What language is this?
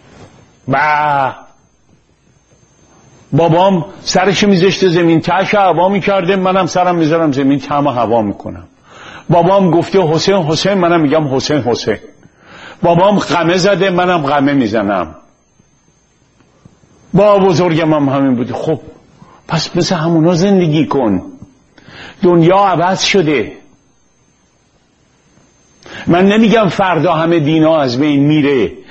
Persian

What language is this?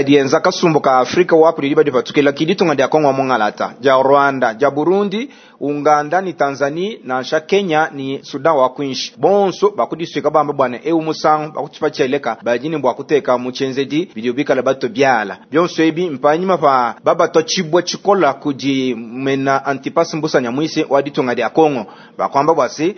Luba-Lulua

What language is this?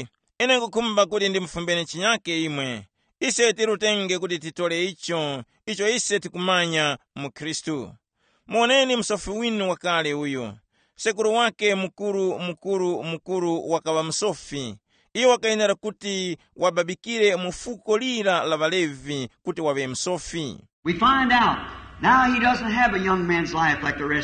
Tumbuka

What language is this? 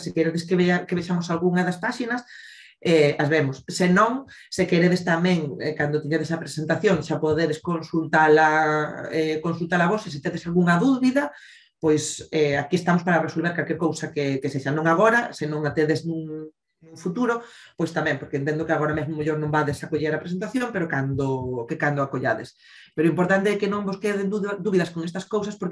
Galician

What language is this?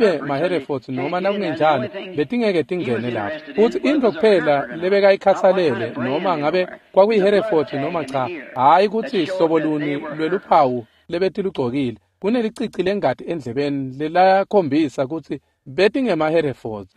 Swati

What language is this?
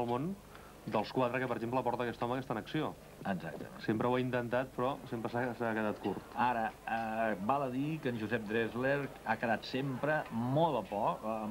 Catalan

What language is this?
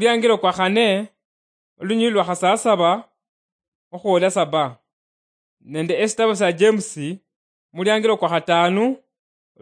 Luyia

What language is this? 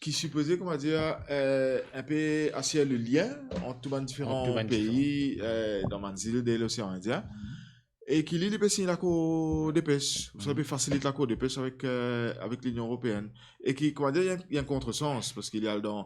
Morisyen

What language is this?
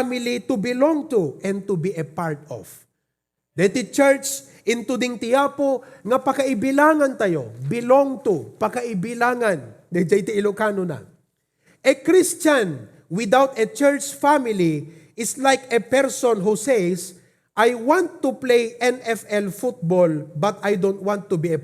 Iloko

